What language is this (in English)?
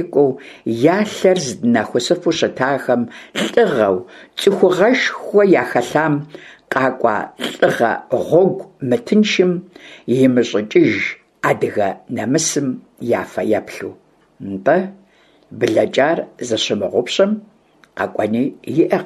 Kabardian